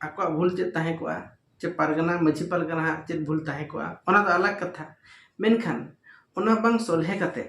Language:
Santali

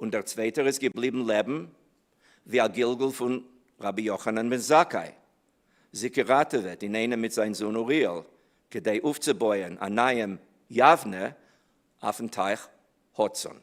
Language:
Yiddish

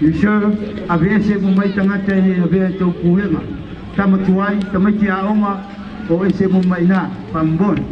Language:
Samoan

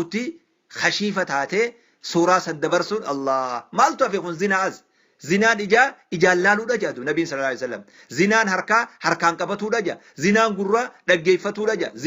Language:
Oromo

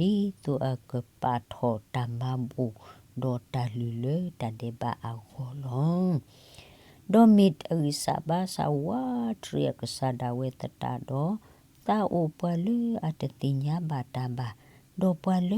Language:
S'gaw Karen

